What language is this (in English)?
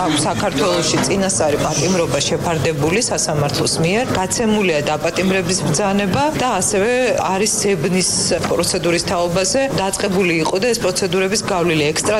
Georgian